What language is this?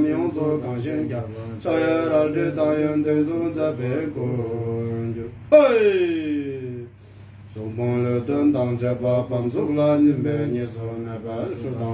Tibetan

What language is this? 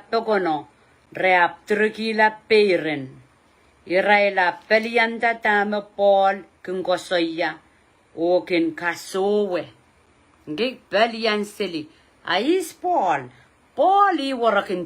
Pohnpeian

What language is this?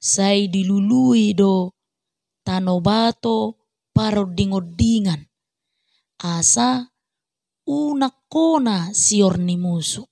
Batak Toba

